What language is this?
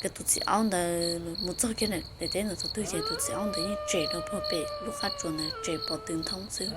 Hmong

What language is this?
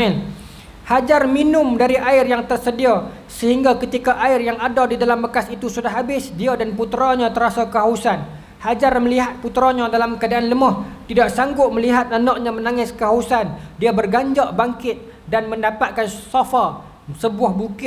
Malay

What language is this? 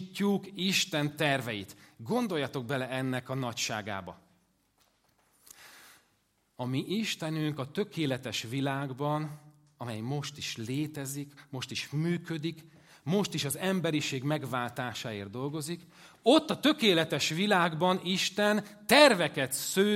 Hungarian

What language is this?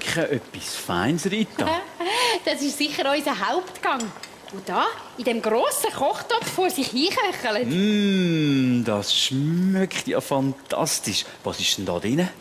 Swiss German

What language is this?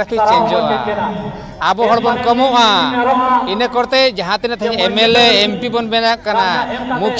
Santali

